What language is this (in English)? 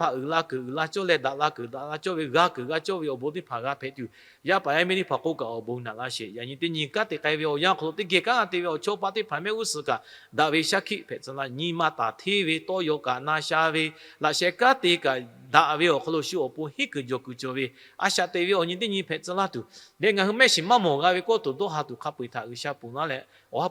Lahu